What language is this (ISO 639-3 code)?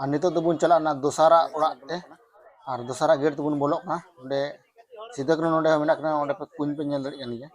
sat